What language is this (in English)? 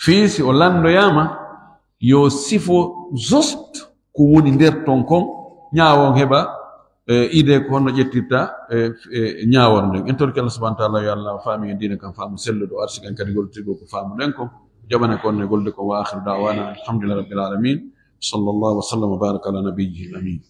Fula